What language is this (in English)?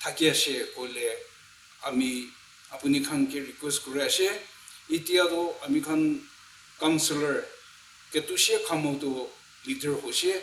Naga Pidgin